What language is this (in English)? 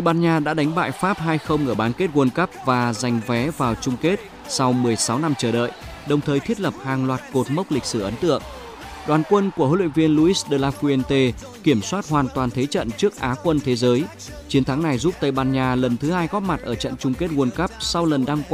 Vietnamese